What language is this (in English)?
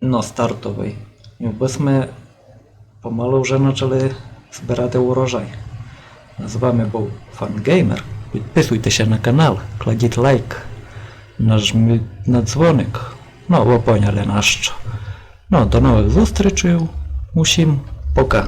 Rusyn